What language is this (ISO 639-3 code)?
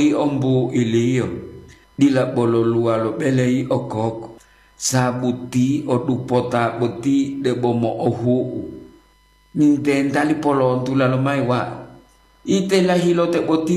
gor